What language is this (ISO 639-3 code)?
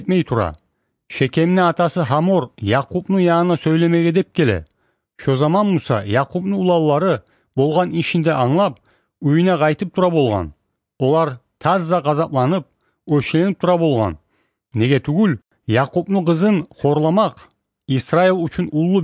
kir